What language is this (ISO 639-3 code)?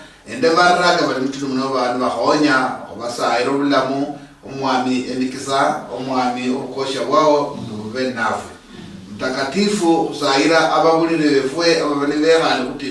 luy